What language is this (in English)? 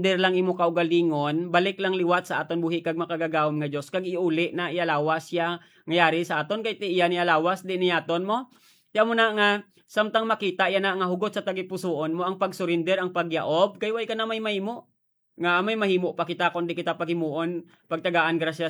Hiligaynon